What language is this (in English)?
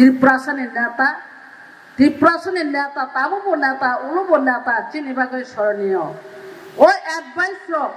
Kok Borok